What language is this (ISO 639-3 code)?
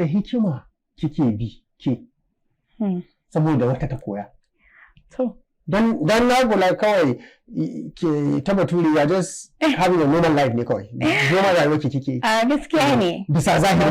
hau